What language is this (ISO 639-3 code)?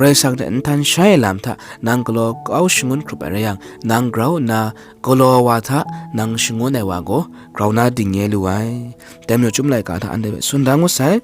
kac